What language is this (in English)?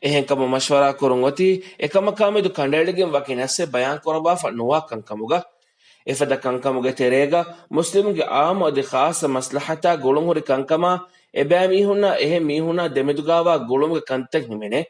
Divehi